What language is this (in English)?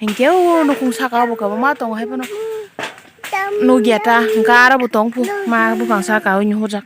Kok Borok